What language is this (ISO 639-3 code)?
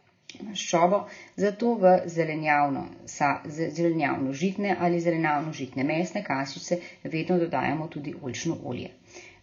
slv